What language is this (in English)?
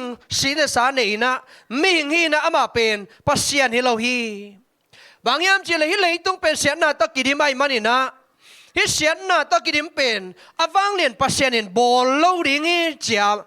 Tedim Chin